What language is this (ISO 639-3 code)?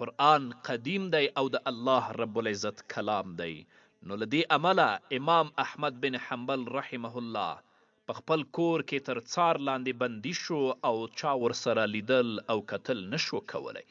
pus